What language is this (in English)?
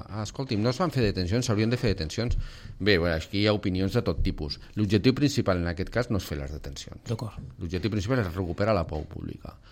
Catalan